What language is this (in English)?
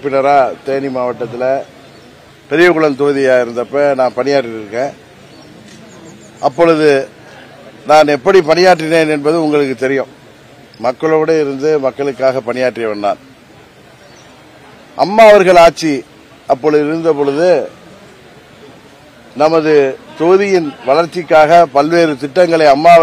Tamil